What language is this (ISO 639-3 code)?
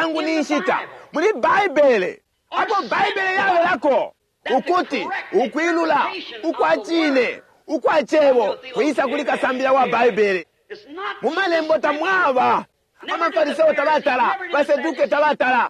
bem